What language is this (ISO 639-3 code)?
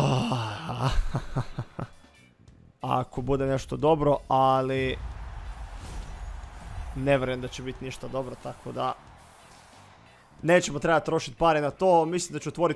hrv